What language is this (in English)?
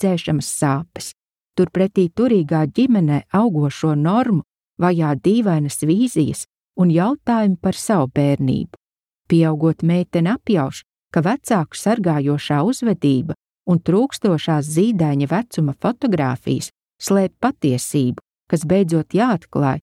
Latvian